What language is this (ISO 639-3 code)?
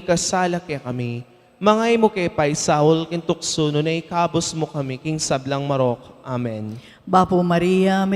pam